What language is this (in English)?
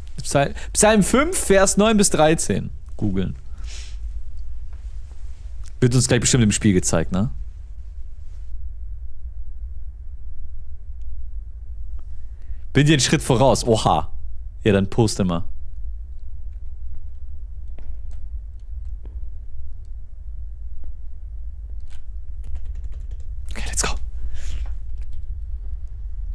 German